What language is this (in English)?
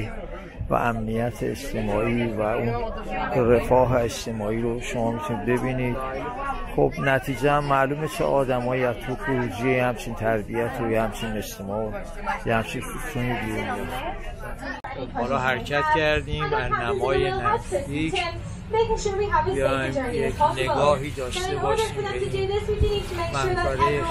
Persian